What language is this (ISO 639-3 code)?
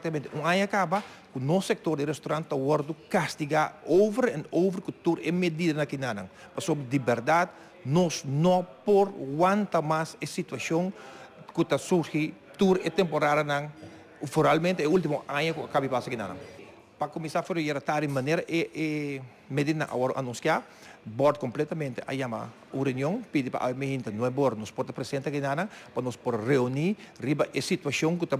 pap